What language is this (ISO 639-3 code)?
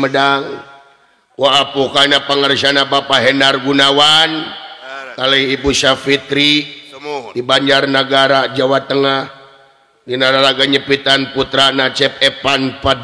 sun